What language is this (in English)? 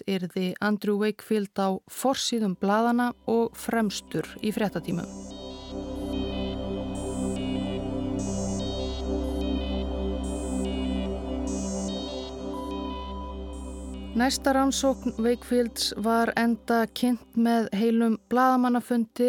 Icelandic